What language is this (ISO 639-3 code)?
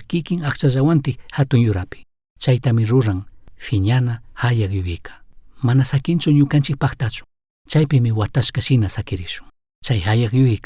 qug